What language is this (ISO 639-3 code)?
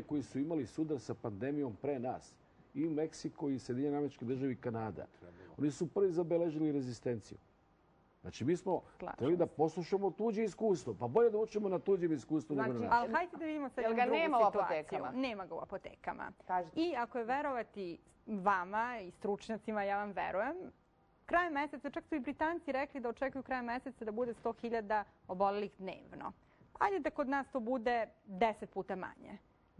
srp